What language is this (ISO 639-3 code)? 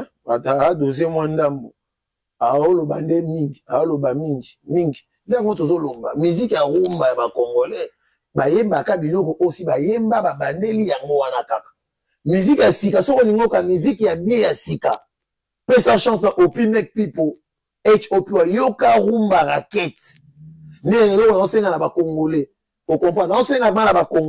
lin